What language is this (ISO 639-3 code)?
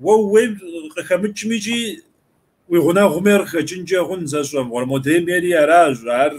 kbd